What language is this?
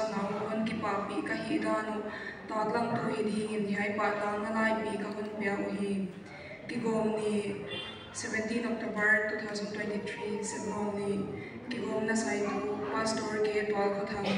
Paite Chin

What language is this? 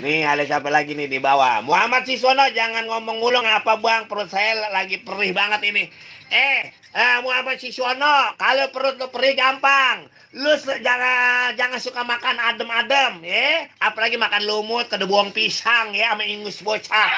Betawi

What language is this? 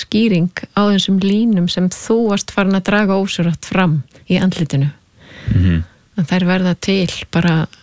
Icelandic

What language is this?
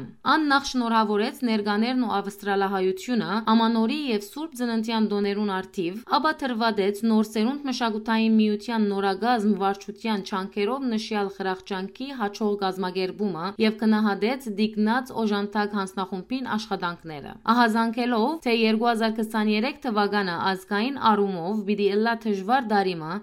Western Armenian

